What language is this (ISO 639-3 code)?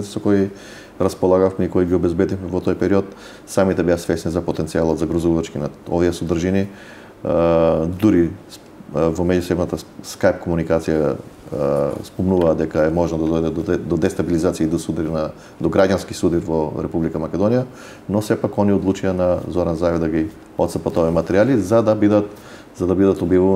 mkd